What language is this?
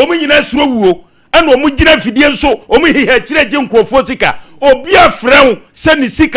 Akan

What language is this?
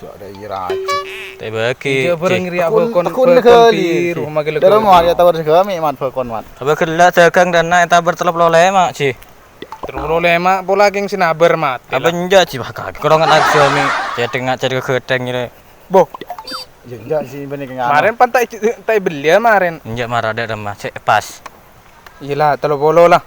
Madurese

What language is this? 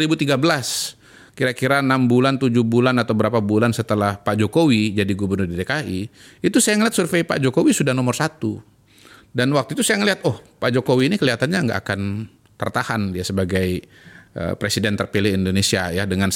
Indonesian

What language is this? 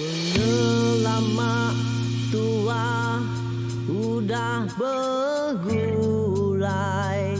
Iban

